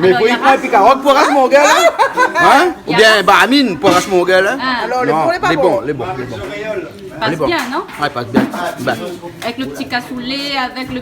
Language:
Réunion Creole French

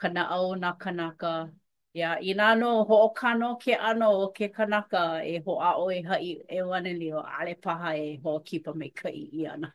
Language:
Hawaiian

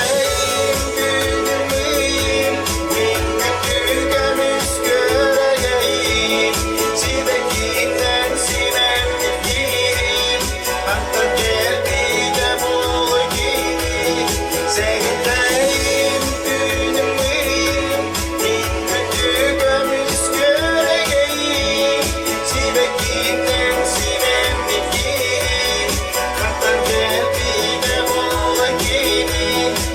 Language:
Yakut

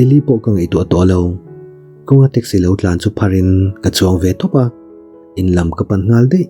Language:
Mizo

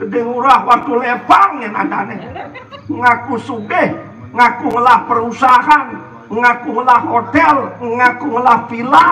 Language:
Balinese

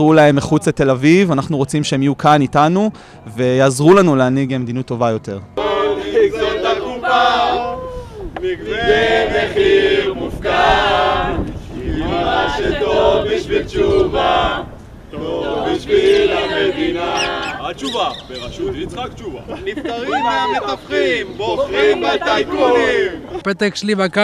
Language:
Hebrew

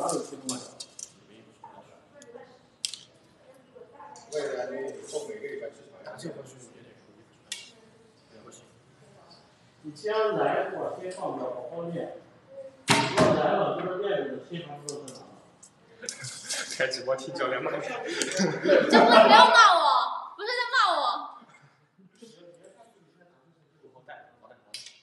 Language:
Chinese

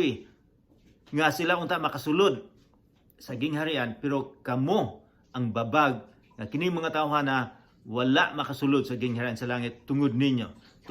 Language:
Cebuano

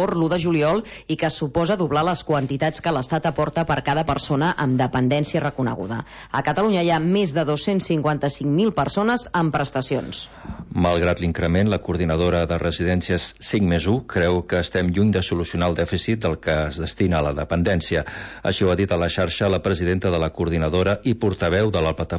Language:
Catalan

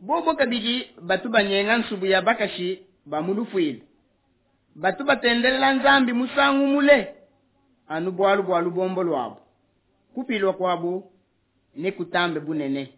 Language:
Luba-Lulua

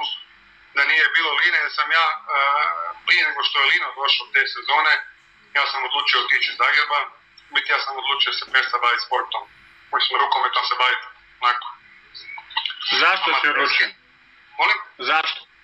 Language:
Croatian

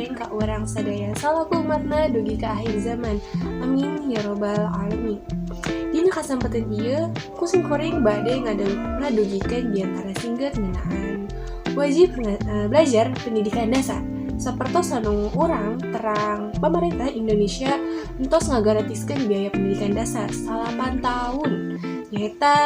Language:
Sundanese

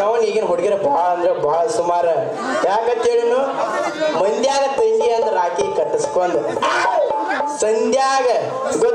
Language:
Kannada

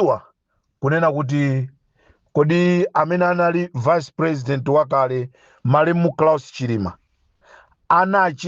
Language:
Nyanja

